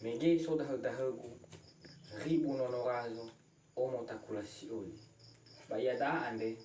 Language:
Nias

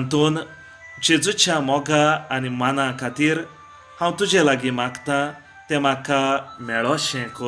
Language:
Konkani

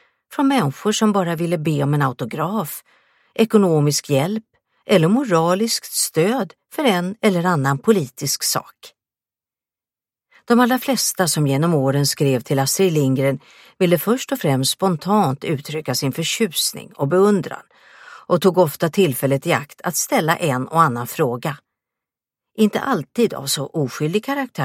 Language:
Swedish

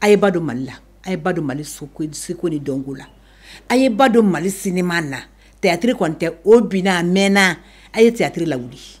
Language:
Bambara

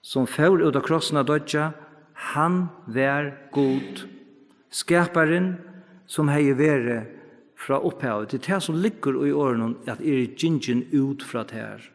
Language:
Faroese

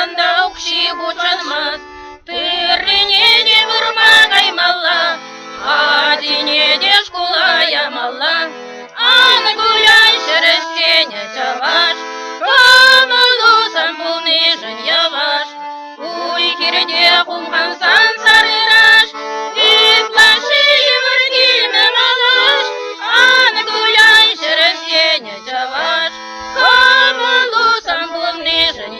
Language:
Chuvash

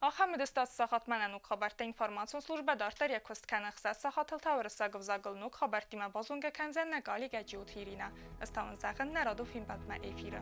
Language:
Ossetic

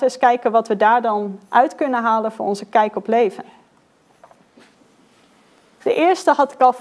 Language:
Dutch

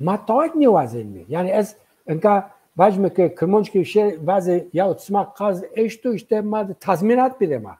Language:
Zaza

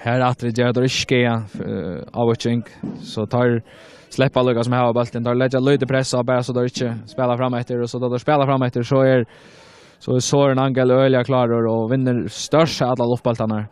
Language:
Faroese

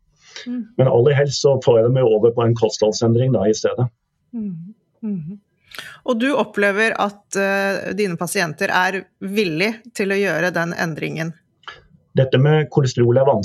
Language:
Norwegian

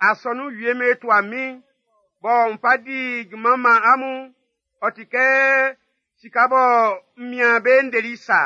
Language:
Baoulé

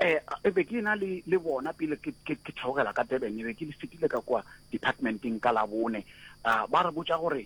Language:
Northern Sotho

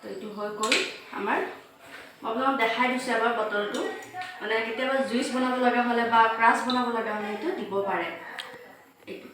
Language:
Assamese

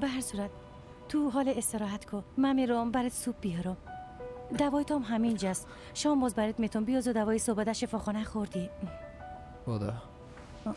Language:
Persian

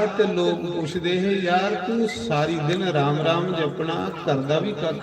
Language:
Dogri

